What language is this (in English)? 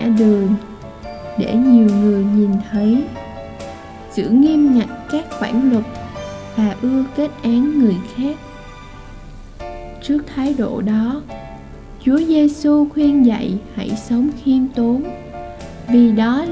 Vietnamese